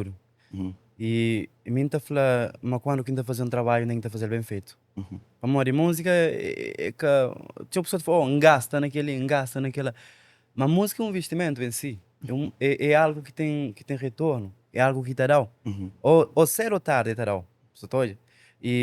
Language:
Kabuverdianu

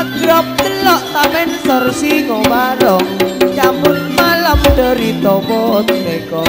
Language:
Madurese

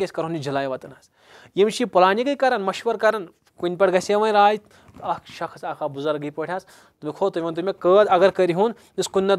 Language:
Kashmiri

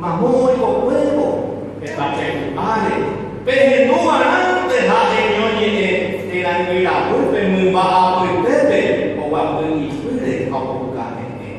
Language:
Guarani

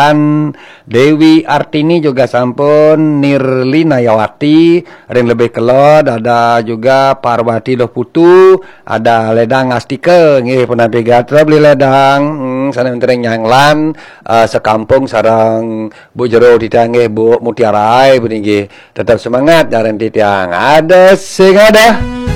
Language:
Balinese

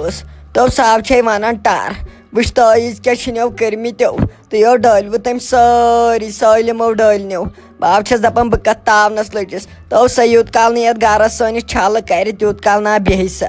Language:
Kashmiri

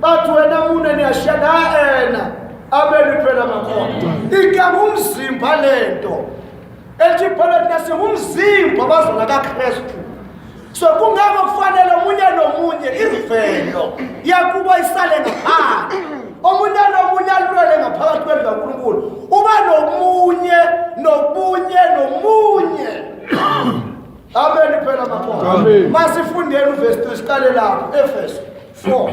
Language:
Zulu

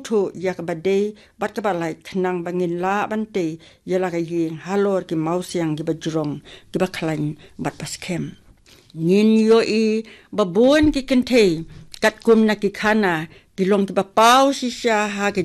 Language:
Khasi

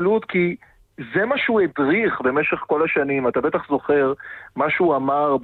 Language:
Hebrew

